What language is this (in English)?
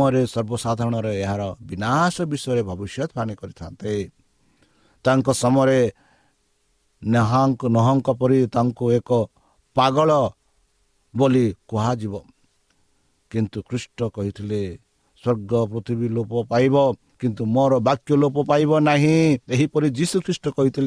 Odia